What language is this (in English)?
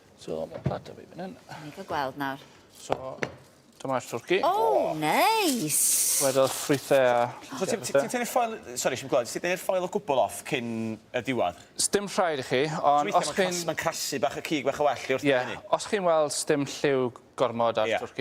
Welsh